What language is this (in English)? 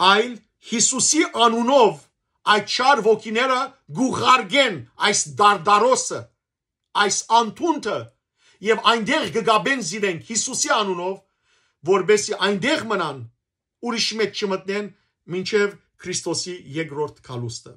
Western Armenian